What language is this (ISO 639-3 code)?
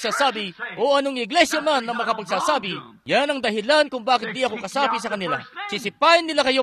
fil